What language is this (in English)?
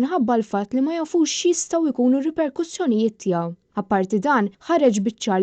Maltese